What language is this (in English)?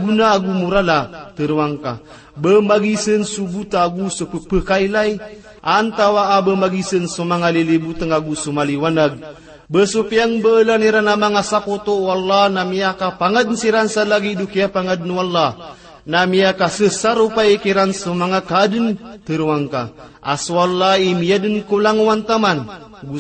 Maranao